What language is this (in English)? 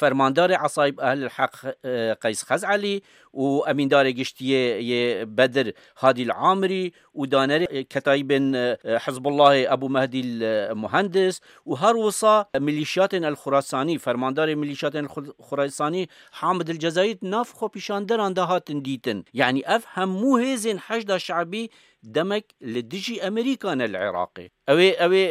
Kurdish